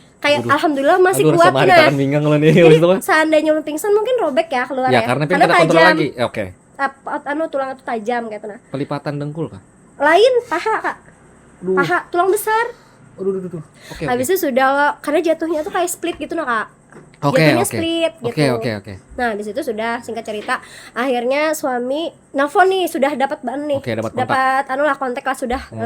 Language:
Banjar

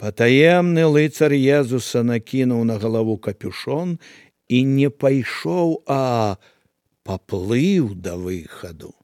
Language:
Belarusian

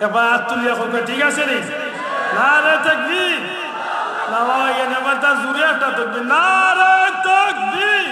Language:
Sylheti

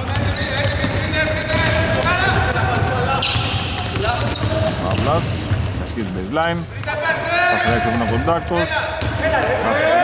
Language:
Greek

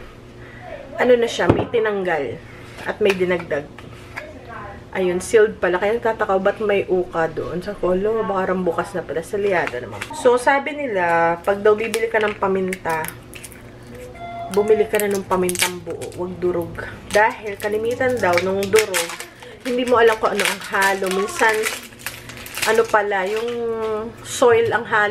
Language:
Filipino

